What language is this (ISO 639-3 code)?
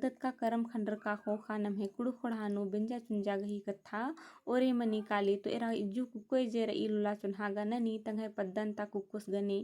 kru